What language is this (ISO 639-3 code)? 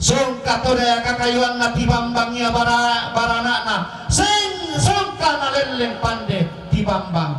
sda